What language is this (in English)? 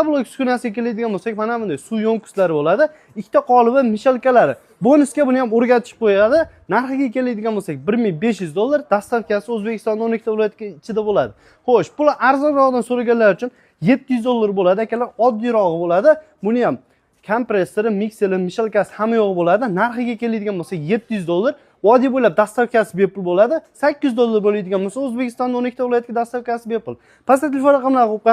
Uzbek